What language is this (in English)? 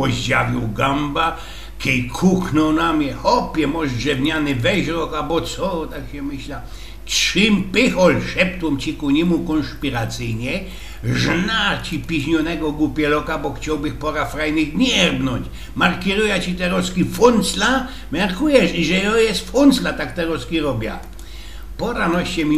Silesian